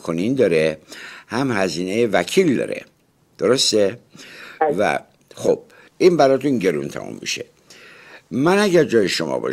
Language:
Persian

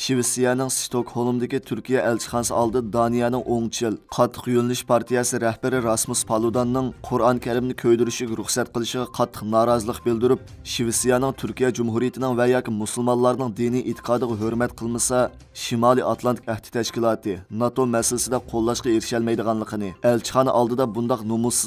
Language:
Uyghur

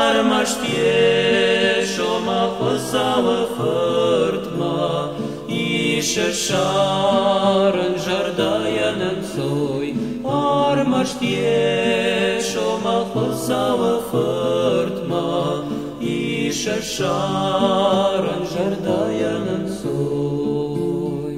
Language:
Ossetic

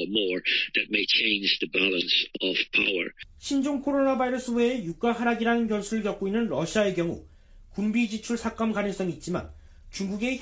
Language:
Korean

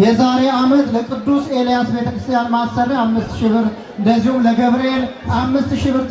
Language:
Amharic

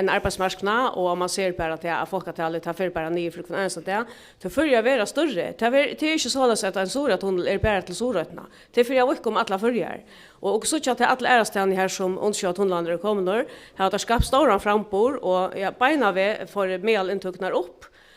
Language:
Faroese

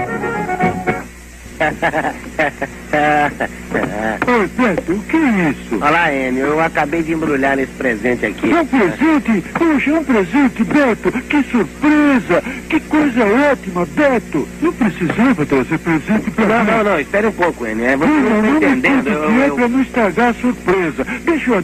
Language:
Portuguese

